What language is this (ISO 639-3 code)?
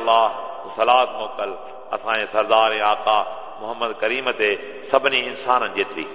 snd